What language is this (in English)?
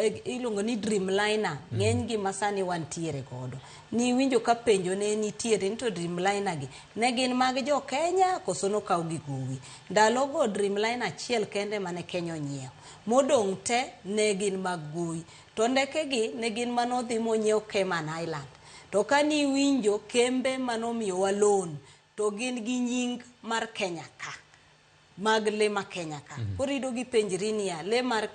Luo (Kenya and Tanzania)